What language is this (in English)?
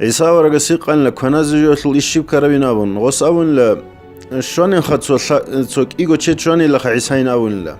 Avaric